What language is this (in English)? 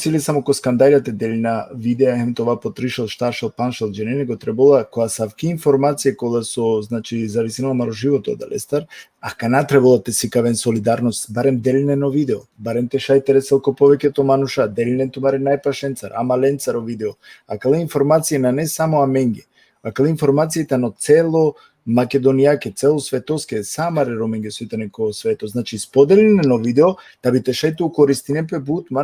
Balkan Romani